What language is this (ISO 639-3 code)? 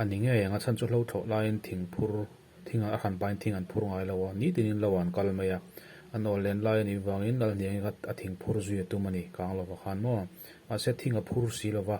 lus